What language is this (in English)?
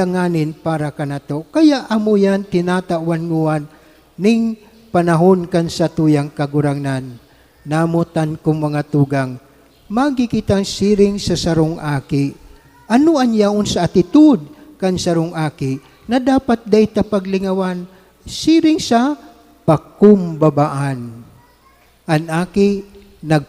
Bikol